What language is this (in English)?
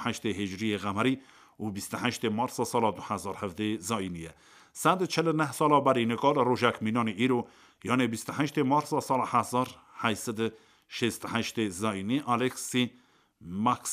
Kurdish